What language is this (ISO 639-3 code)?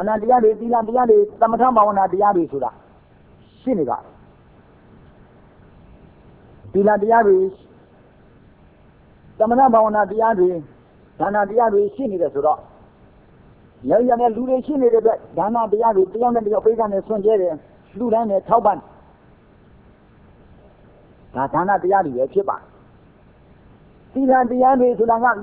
mya